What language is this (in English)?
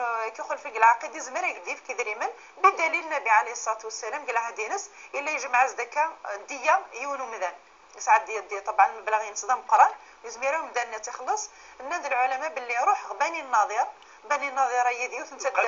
Kabyle